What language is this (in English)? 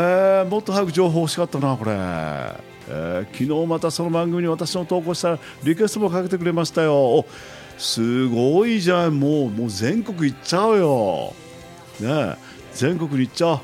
Japanese